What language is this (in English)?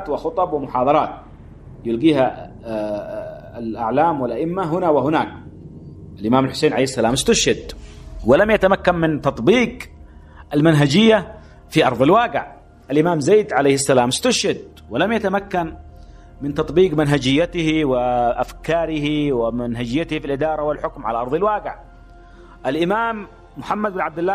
Arabic